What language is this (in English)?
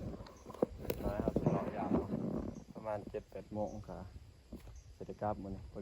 Lao